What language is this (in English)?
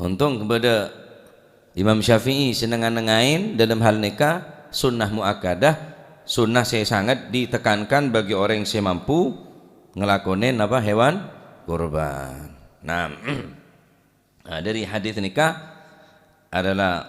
Madurese